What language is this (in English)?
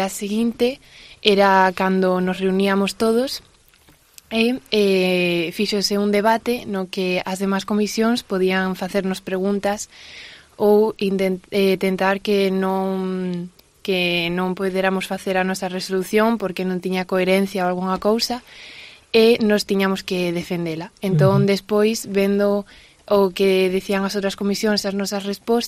Galician